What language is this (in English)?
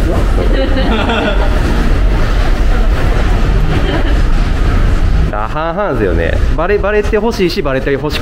Japanese